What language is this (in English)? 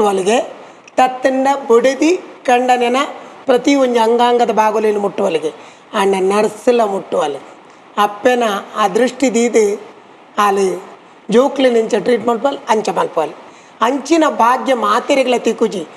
Tulu